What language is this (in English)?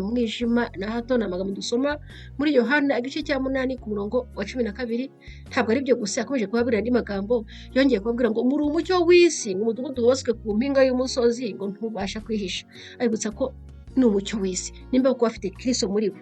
Kinyarwanda